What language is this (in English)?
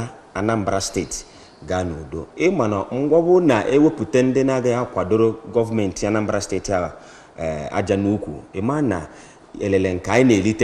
Igbo